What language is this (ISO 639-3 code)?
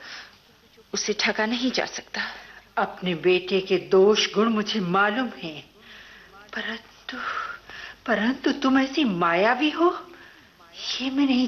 hin